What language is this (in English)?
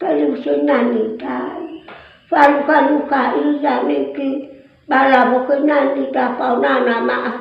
Nias